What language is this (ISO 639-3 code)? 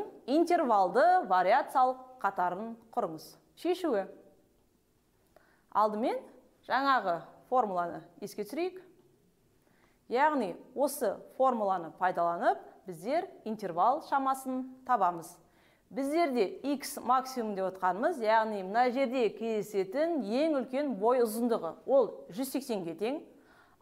kaz